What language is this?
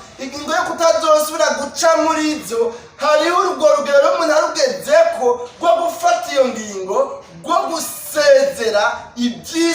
Rundi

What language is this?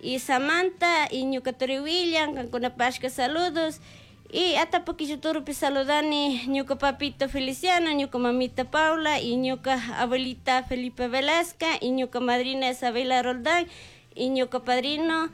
Chimborazo Highland Quichua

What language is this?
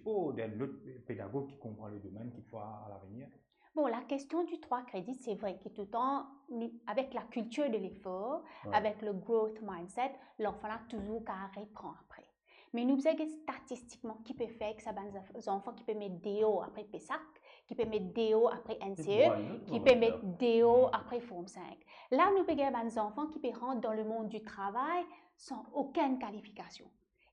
Morisyen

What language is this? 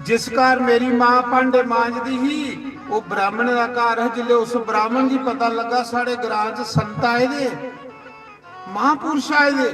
Dogri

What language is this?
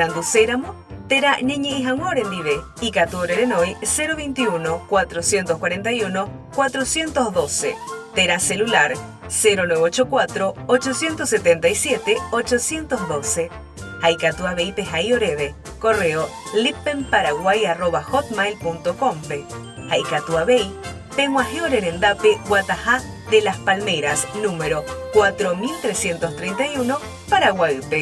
Guarani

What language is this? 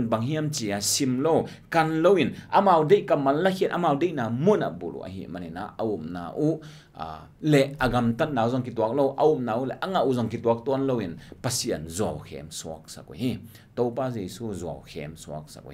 Tedim Chin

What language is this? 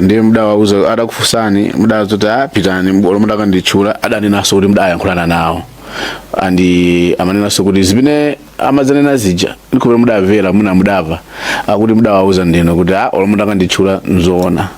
Nyanja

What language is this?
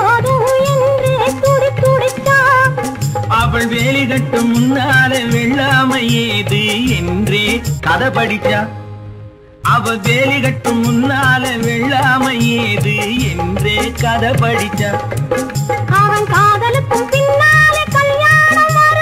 Tamil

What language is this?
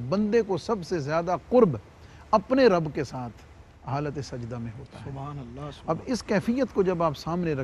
Urdu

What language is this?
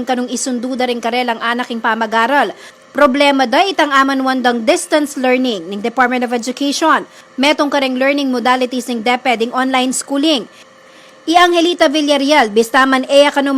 Pampanga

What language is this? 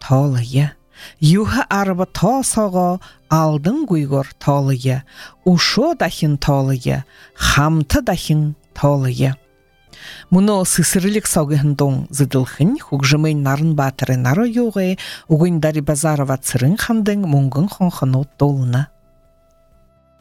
Buriat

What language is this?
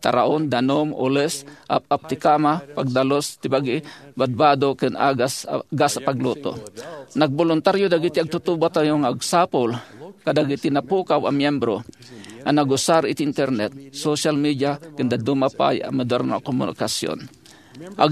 Iloko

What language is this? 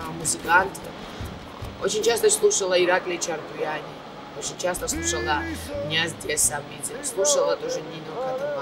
Russian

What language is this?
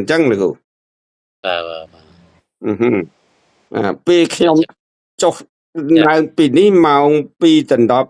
Khmer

